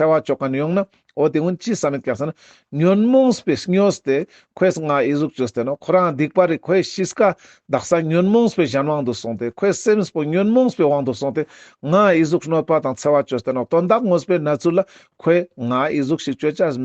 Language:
Ladakhi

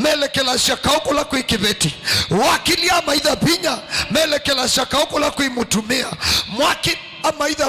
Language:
Kamba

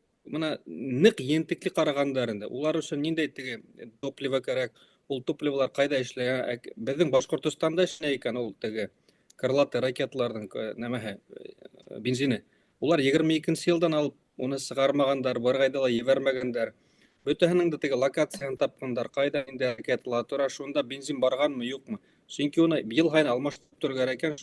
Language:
Bashkir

